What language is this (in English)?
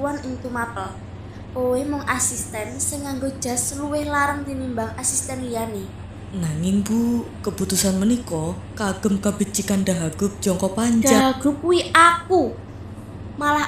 Javanese